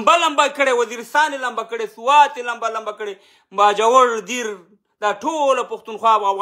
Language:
Pashto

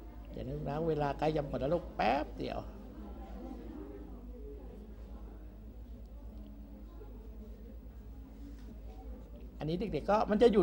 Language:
Thai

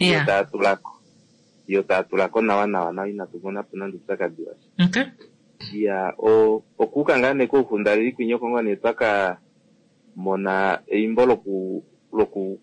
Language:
Kuanyama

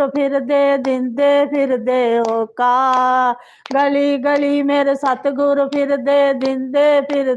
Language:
Dogri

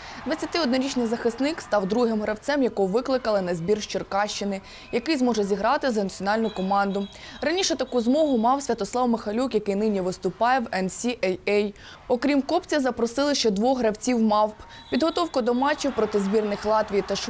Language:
Ukrainian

